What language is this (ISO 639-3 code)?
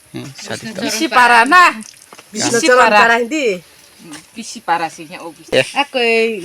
ria